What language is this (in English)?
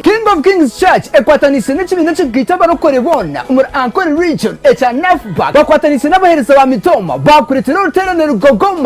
Nyankole